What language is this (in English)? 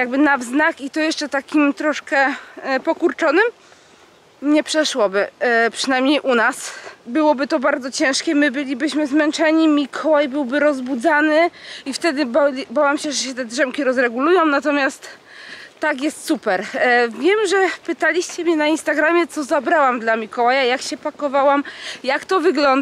Polish